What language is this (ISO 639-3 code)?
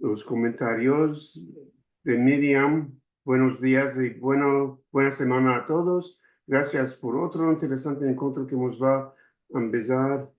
lad